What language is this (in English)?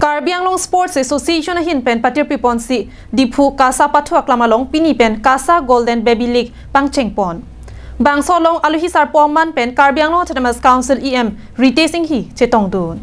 Karbi